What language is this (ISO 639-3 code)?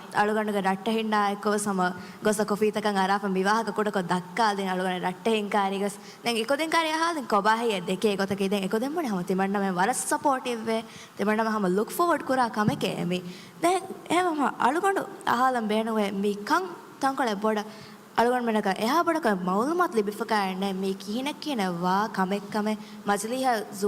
div